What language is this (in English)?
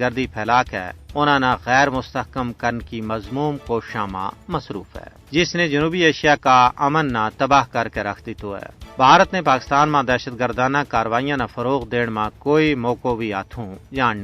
Gujari